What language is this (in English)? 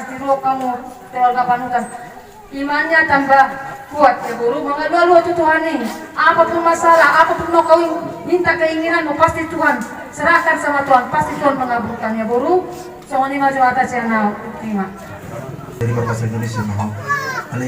Batak Toba